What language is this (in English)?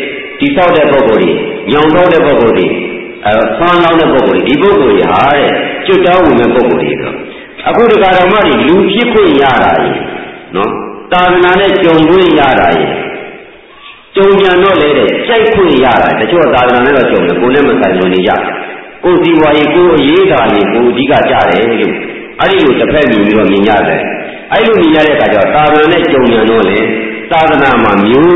Burmese